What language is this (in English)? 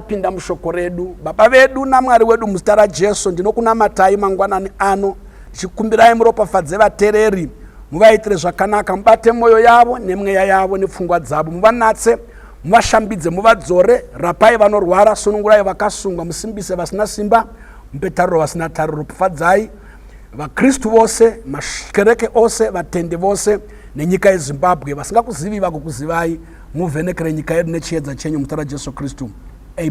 Shona